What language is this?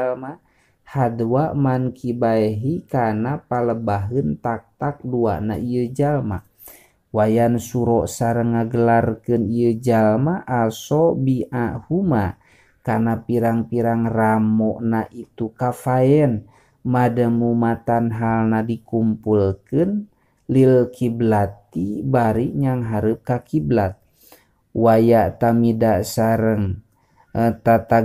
Sundanese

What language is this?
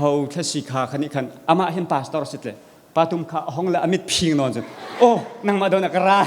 Hakha Chin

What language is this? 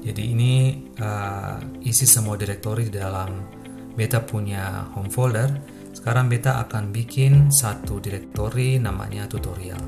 Ambonese Malay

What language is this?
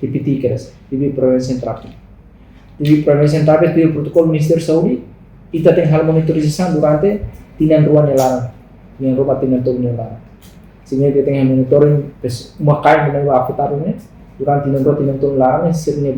Tetum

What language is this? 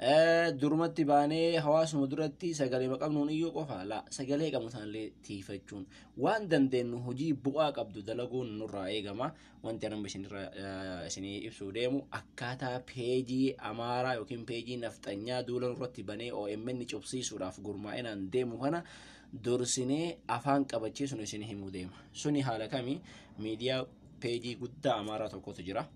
Oromo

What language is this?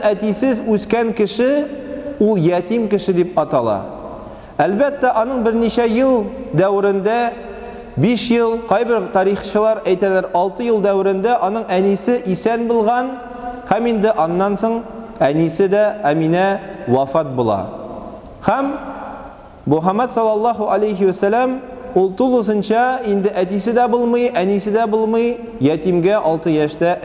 Tatar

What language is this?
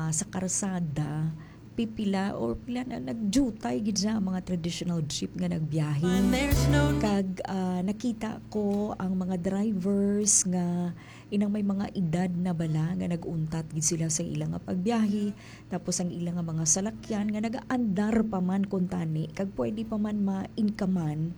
Hiligaynon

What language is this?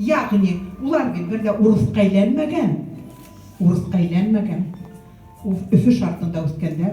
Bashkir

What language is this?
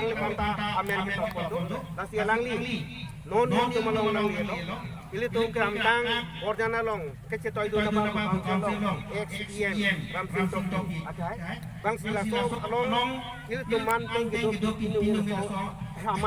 Karbi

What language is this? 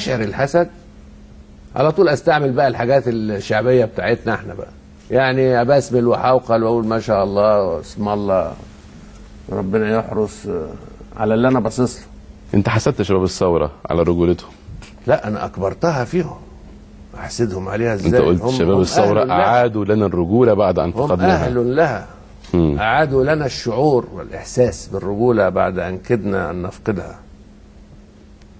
Egyptian Arabic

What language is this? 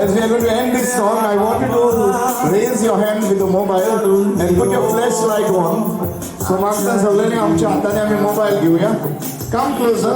Konkani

